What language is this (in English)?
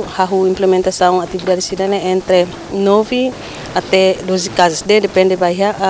Tetum